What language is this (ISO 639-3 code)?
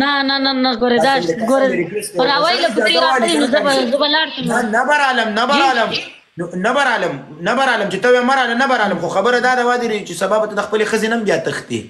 pus